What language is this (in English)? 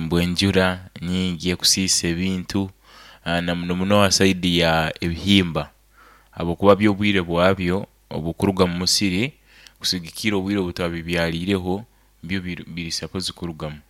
Nyankole